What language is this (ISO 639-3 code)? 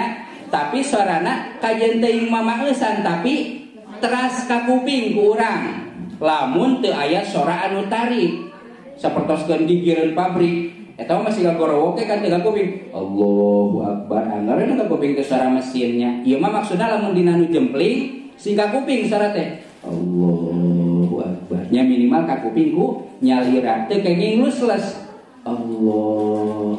sun